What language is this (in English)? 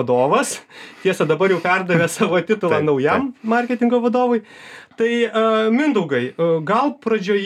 Lithuanian